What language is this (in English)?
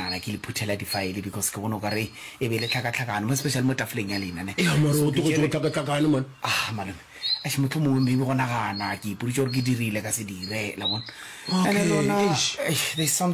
Northern Sotho